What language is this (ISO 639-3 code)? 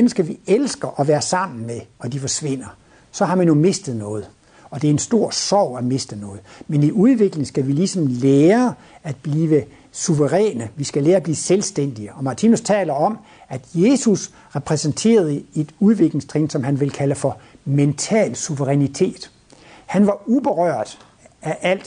dan